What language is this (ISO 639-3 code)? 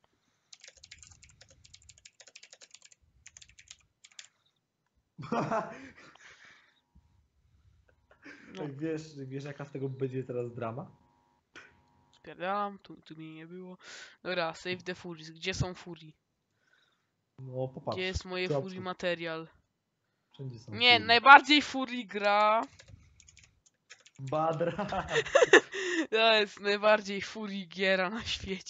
pol